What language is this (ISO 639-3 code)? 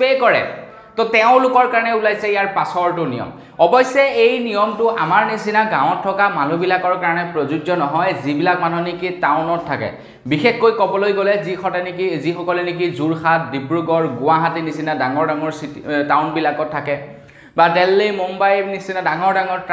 asm